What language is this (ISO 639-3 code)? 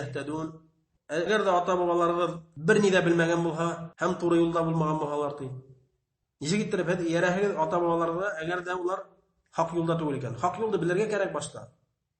bak